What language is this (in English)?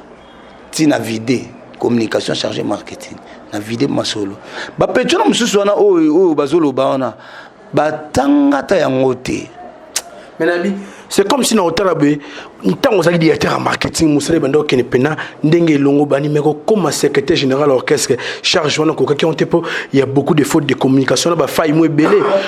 Lingala